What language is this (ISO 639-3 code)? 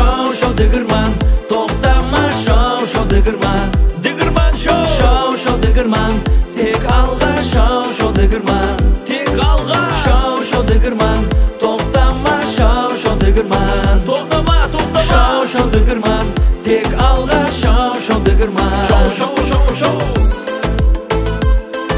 kaz